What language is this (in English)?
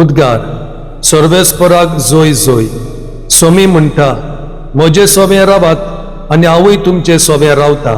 Konkani